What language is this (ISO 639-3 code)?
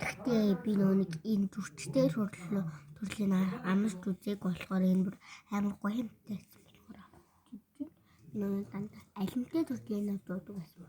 mon